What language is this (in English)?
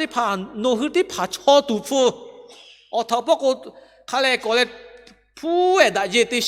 Lahu